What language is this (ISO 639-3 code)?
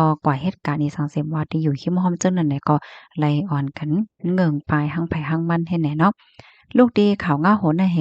shn